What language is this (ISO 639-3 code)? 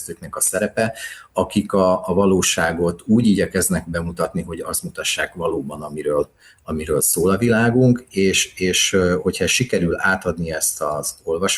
hun